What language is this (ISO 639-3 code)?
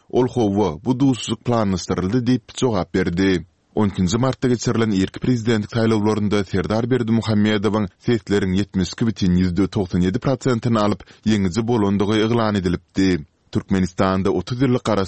tuk